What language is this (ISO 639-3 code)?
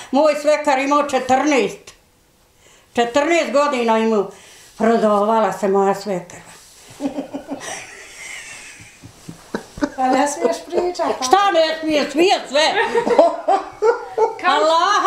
bos